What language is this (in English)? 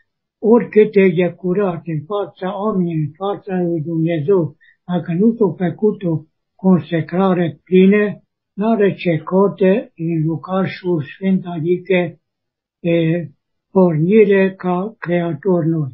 Romanian